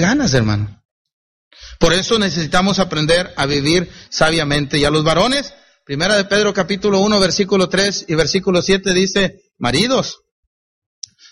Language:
Spanish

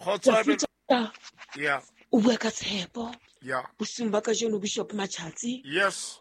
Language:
Southern Sotho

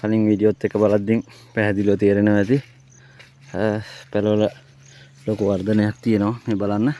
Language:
Sinhala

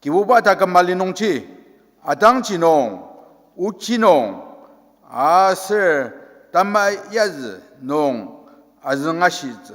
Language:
Ao Naga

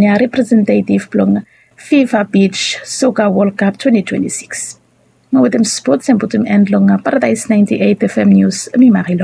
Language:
Bislama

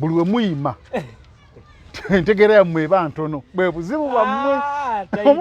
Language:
Ganda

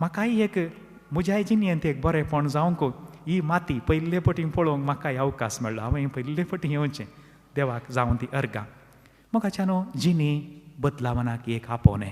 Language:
Konkani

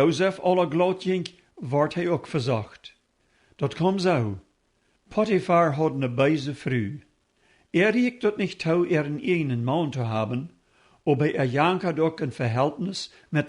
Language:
Plautdietsch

